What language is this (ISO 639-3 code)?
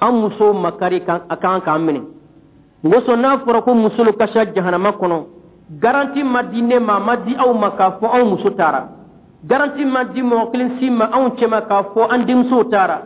dyu